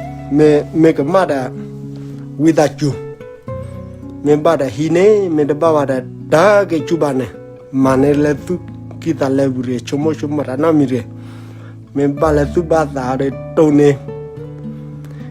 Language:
S'gaw Karen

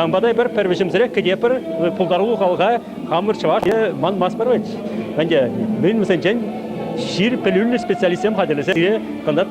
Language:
Chuvash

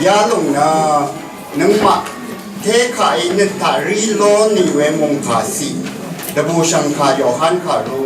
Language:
Rawang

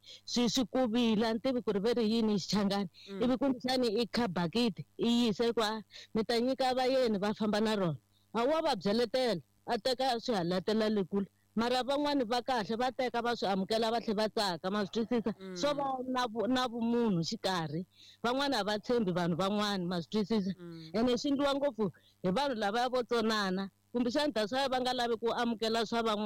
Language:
Tsonga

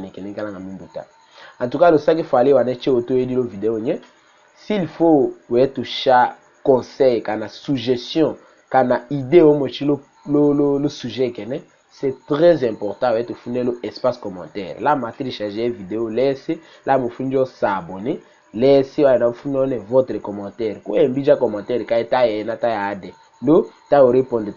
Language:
Tetela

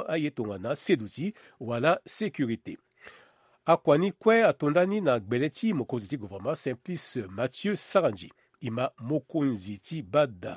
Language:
Sango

